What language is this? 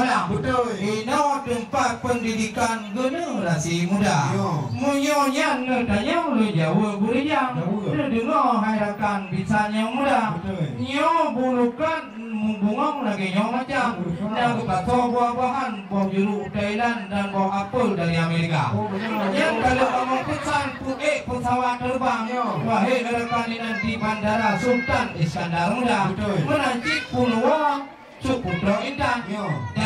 Achinese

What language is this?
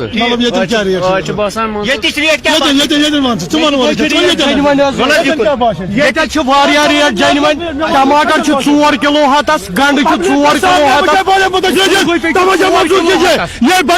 Kashmiri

